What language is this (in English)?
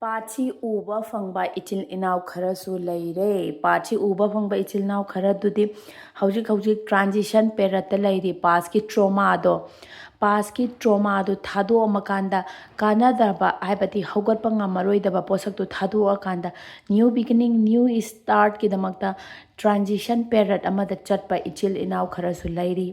Manipuri